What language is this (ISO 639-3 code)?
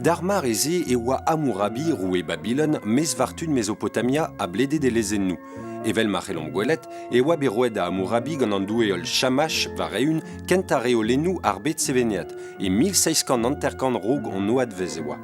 bre